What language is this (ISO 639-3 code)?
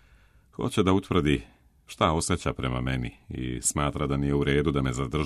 srp